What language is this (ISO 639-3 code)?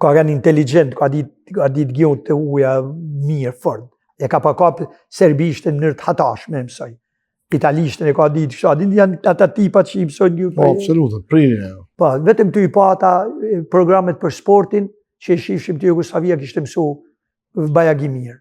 sqi